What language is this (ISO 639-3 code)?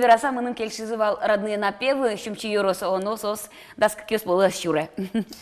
udm